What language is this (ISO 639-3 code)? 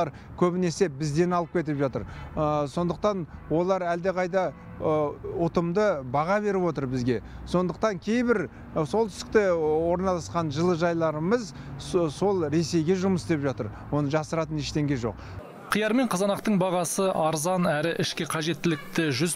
kaz